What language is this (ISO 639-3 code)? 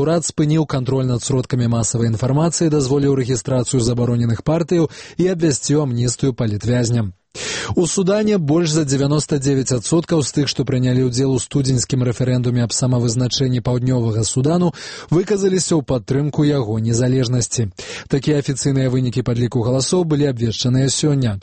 bel